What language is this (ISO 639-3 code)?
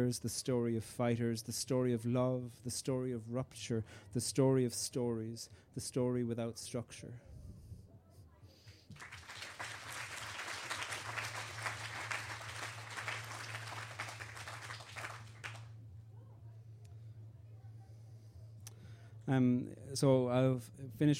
eng